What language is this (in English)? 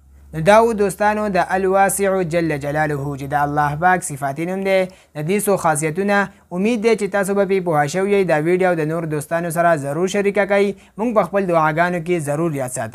Pashto